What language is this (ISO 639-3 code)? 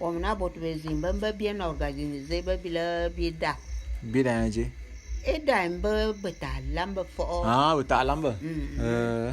bum